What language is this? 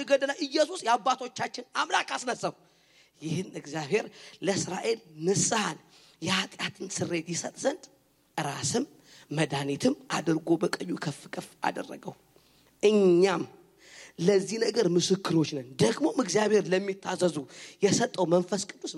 Amharic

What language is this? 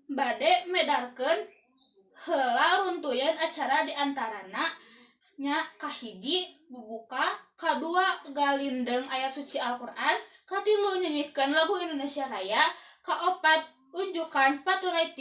Sundanese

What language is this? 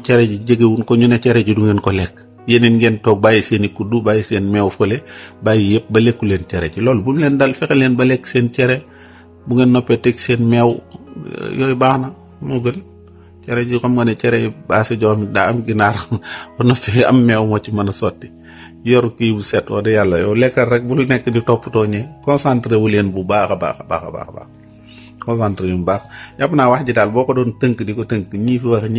Wolof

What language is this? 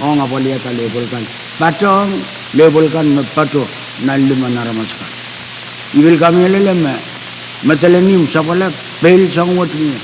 Pohnpeian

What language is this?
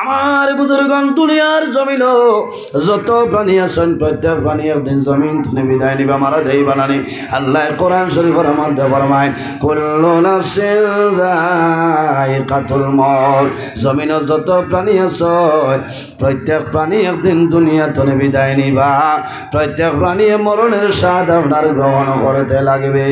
Sylheti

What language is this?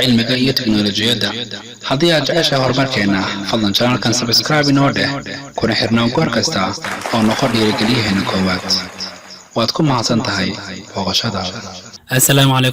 Somali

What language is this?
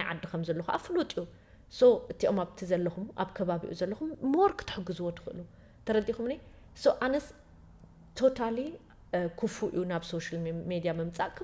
Tigrinya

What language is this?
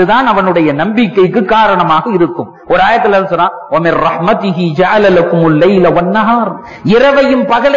Tamil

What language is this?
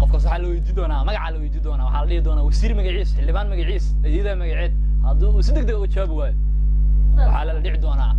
Somali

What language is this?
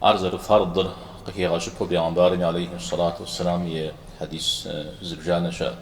Kabardian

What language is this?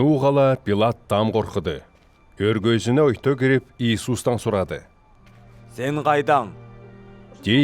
Southern Altai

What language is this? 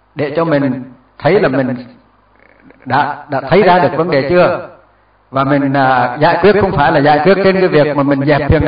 Vietnamese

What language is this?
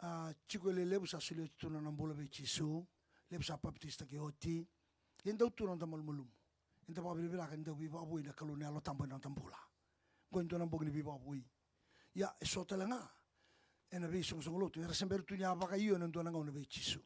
Fijian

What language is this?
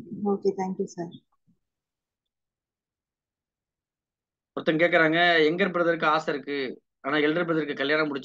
Tamil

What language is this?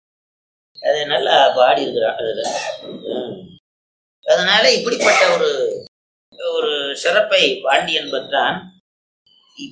Tamil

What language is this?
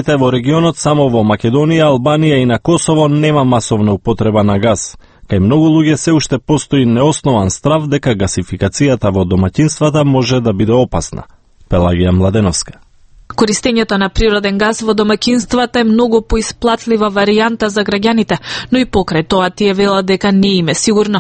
Macedonian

